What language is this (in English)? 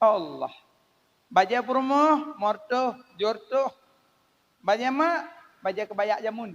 Achinese